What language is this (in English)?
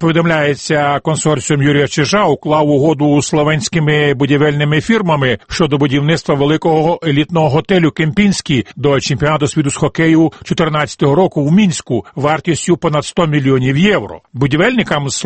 Ukrainian